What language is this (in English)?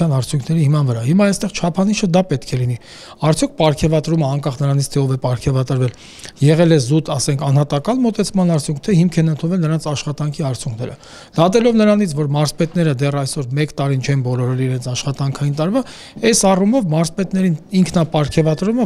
Armenian